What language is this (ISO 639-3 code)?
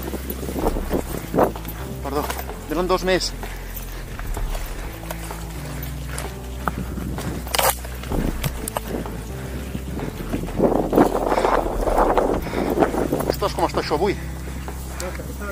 cat